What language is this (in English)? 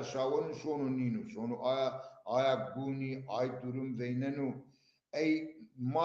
Zaza